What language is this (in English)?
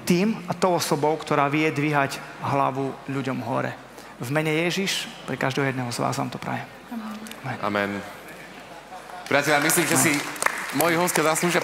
Slovak